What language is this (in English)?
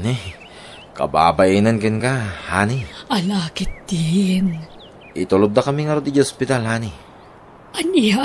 Iloko